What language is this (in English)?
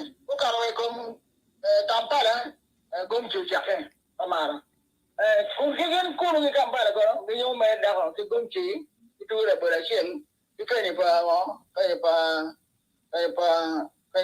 Acoli